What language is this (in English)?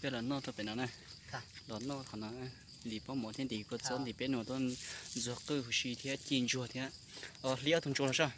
Hmong